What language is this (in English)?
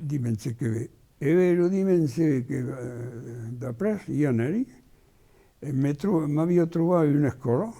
Occitan